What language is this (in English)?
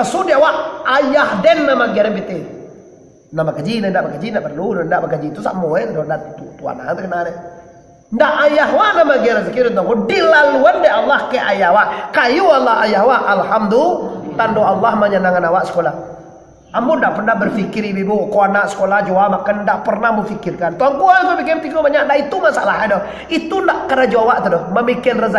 Minangkabau